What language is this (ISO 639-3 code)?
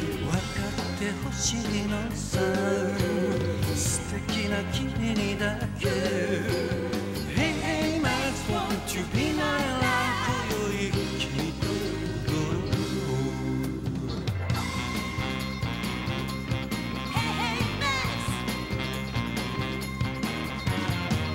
jpn